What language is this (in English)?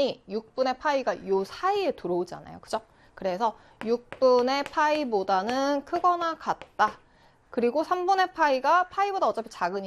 Korean